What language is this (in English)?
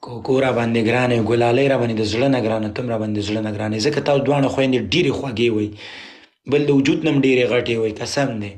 Pashto